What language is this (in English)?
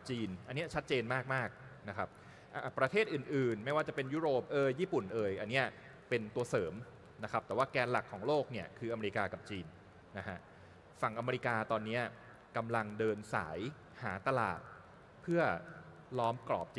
Thai